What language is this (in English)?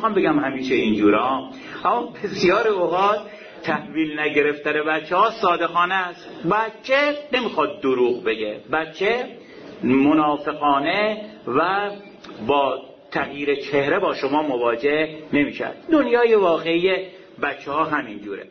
Persian